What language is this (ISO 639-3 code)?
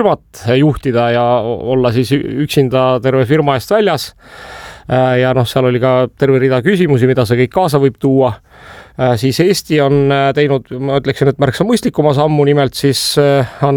est